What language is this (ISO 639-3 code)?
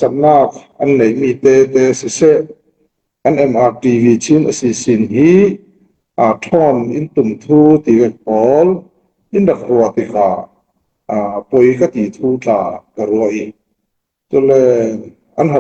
cfm